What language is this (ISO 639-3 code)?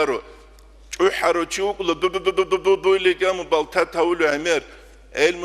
ava